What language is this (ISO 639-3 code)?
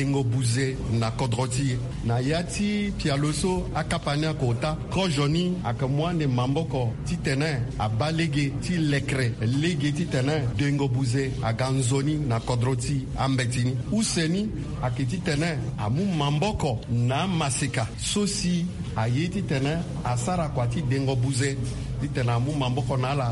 sag